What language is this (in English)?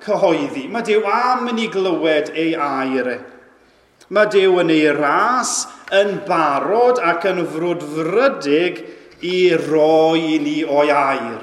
Welsh